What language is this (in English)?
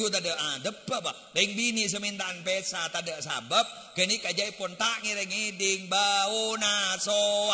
Madurese